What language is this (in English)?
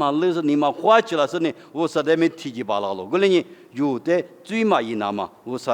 Lisu